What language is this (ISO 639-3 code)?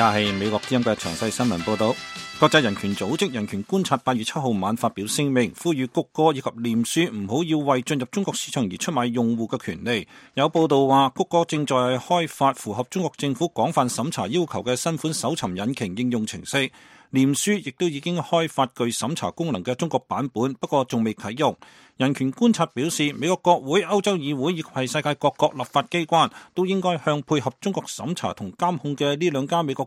yue